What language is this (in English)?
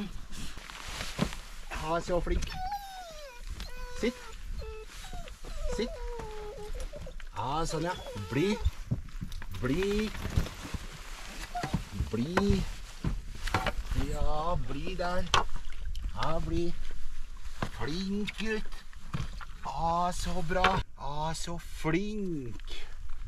Norwegian